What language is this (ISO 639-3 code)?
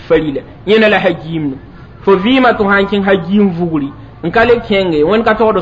mos